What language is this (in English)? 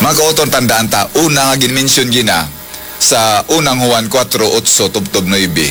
Hiligaynon